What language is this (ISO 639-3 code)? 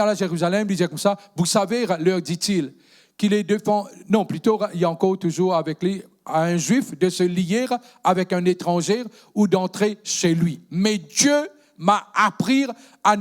mfe